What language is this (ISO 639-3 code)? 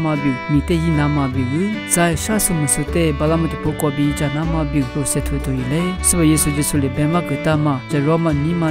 lis